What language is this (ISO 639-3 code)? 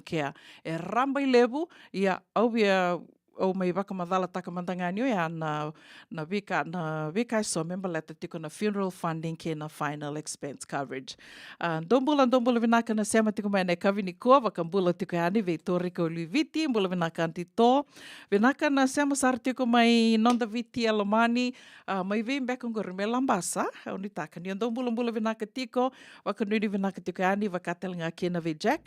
fij